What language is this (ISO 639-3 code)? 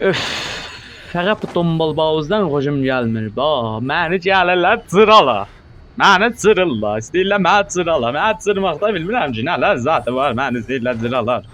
azb